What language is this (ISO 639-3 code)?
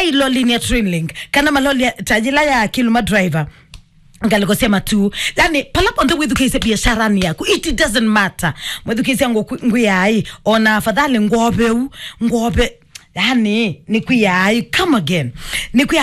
kam